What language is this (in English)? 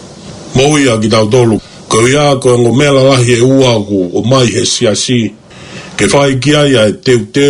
Tongan